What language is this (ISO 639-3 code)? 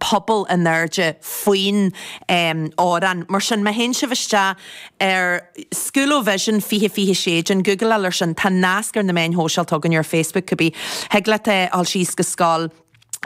gle